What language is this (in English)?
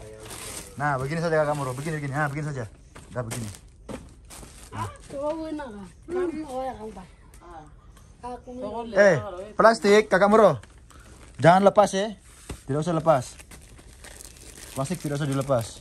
Indonesian